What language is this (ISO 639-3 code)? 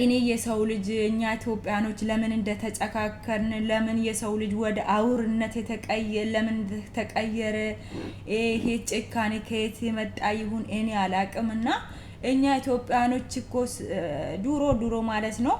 amh